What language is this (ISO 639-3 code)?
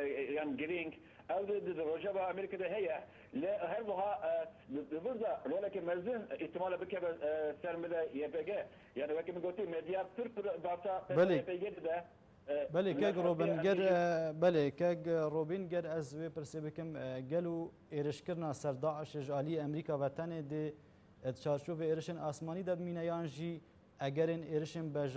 kur